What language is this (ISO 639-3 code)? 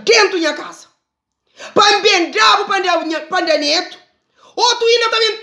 kea